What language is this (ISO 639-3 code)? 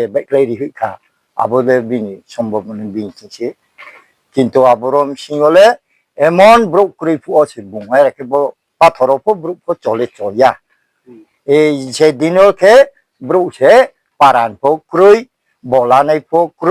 ria